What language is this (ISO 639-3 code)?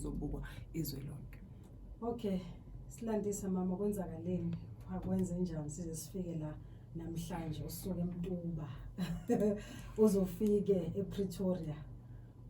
zul